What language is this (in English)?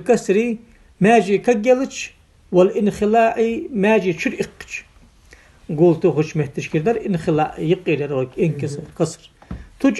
Ingush